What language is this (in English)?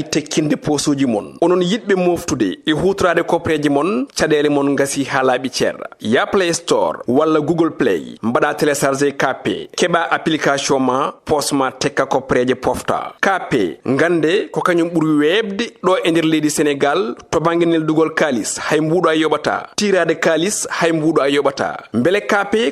Fula